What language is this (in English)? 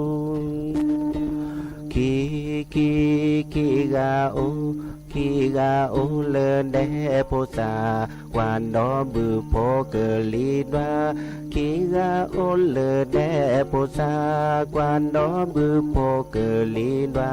S'gaw Karen